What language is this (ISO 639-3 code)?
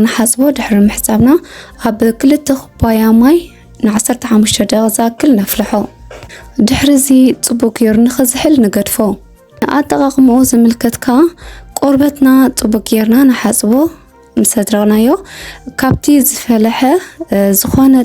tir